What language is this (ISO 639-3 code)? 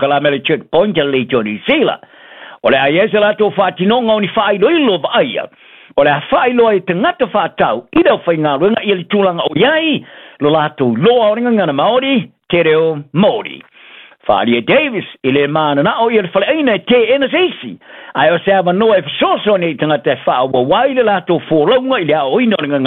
smo